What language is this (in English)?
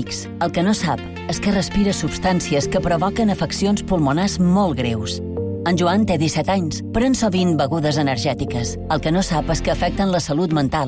Catalan